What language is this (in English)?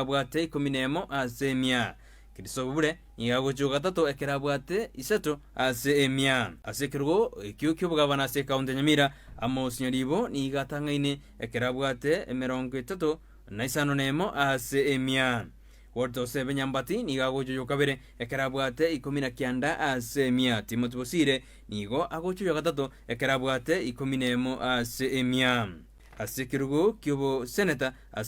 Gusii